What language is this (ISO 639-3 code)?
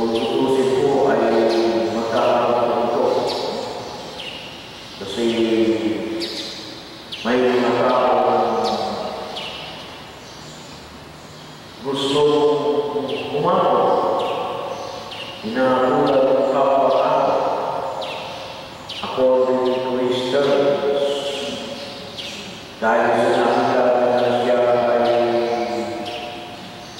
fil